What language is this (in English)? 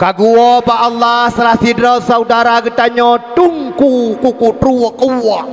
Achinese